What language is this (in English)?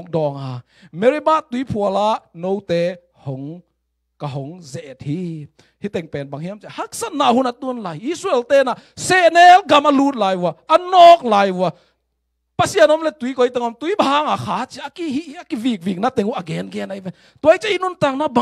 Tedim Chin